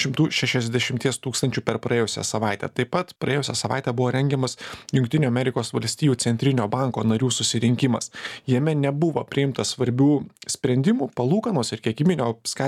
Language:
Lithuanian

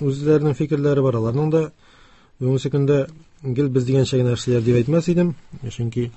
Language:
Tatar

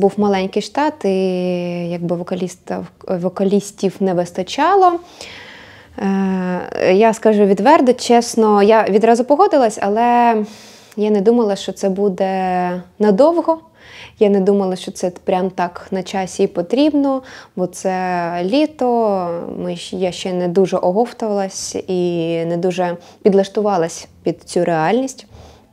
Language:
Ukrainian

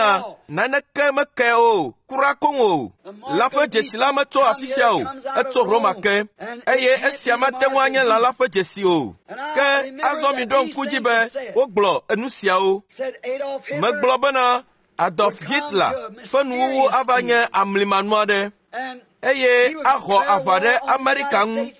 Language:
Ewe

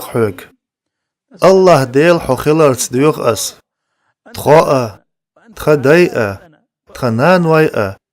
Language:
Chechen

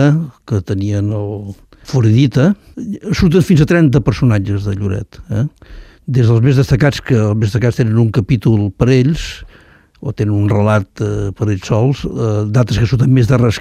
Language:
Catalan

